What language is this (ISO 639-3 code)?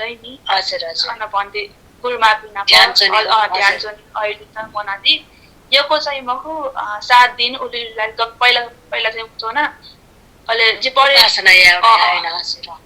new